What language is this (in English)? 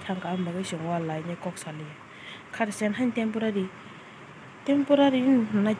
Kok Borok